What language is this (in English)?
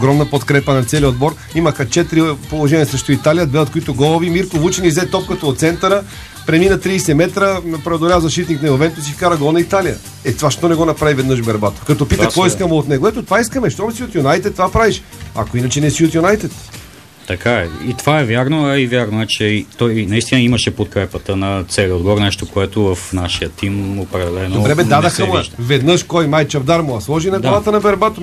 Bulgarian